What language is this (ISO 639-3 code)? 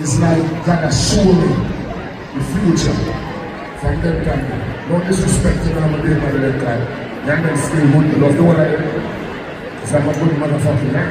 jam